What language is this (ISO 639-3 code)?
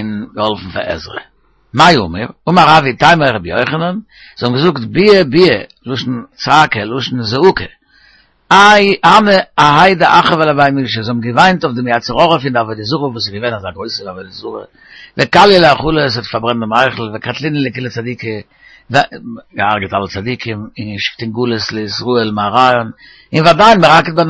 yid